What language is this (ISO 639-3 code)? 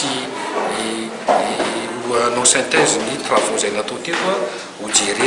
mlg